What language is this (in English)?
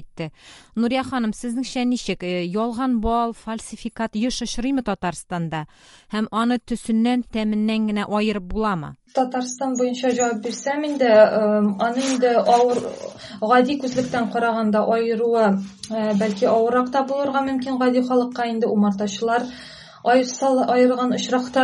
Tatar